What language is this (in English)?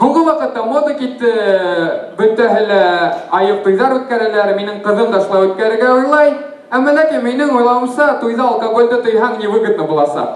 Bashkir